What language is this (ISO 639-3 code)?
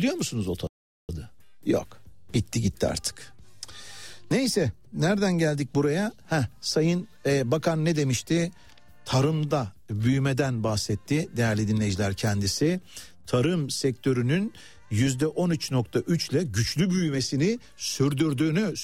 tur